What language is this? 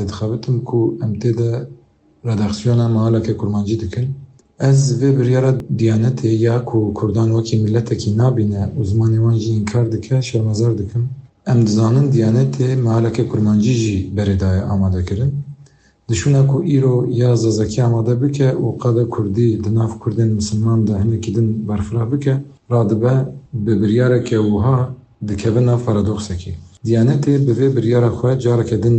Kurdish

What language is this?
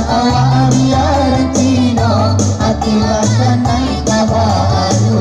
Minangkabau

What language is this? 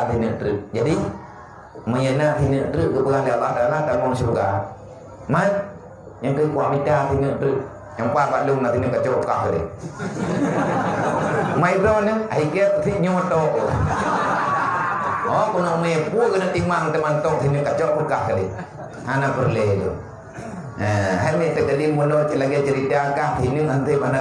Malay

